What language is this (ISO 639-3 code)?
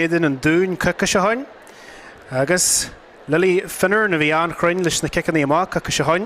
gle